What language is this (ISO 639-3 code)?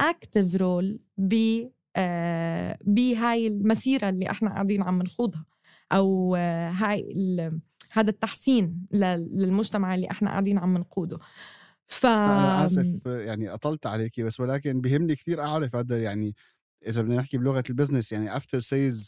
apc